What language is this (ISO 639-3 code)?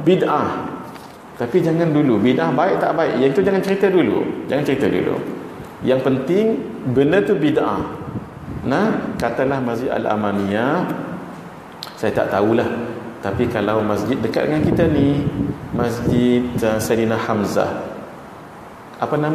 msa